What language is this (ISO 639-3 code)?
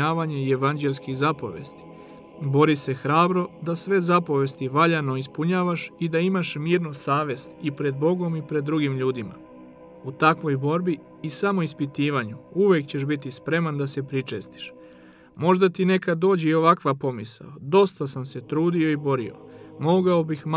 srp